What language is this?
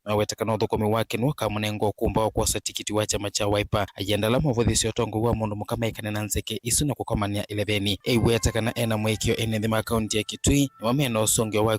Kamba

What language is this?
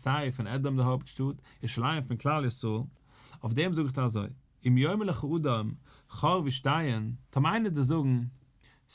Yiddish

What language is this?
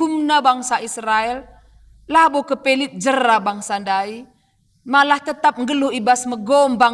Batak Karo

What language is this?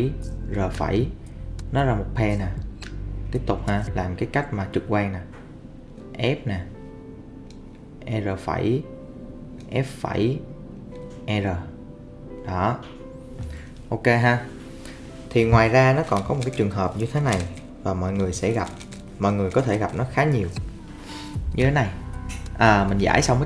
Vietnamese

